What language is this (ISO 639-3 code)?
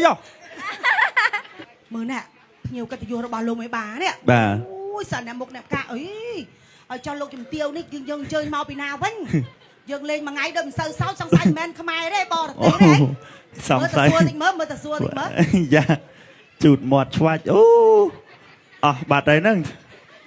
khm